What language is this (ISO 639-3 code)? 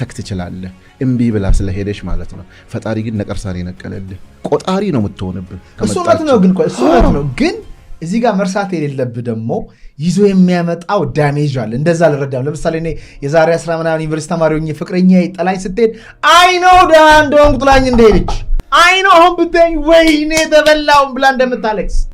amh